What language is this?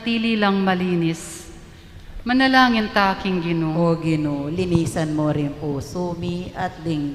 Pampanga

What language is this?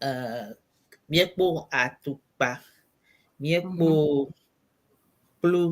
Ewe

